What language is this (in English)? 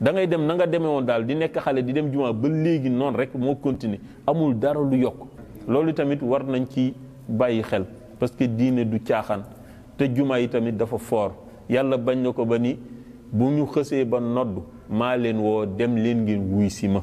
Wolof